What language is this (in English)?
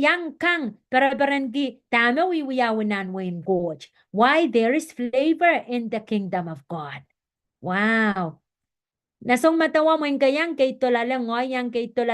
Pohnpeian